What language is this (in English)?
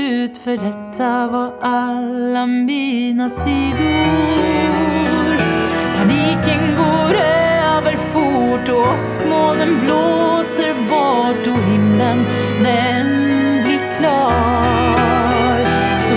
Swedish